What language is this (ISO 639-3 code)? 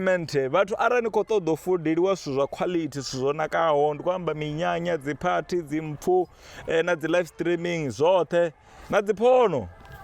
ven